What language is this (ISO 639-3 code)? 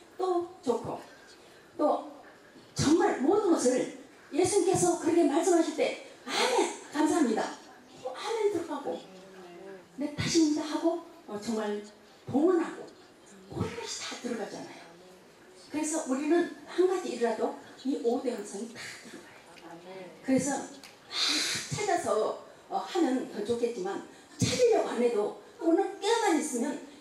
kor